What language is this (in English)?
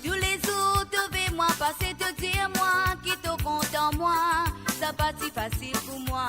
Morisyen